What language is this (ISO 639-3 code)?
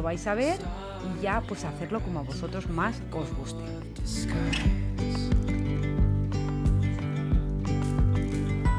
spa